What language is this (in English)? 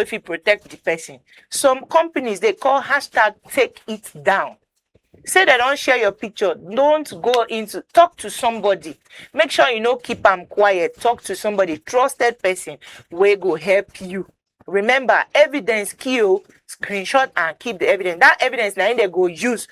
Nigerian Pidgin